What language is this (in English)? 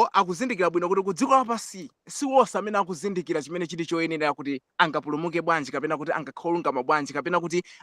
Nyanja